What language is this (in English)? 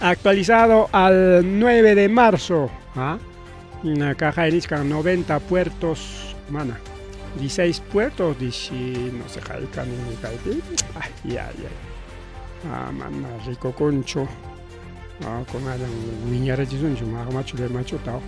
Ayacucho Quechua